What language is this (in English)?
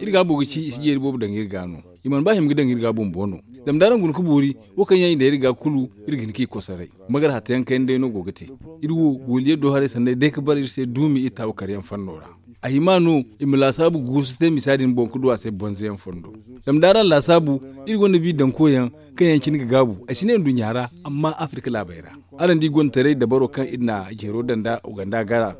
Zarma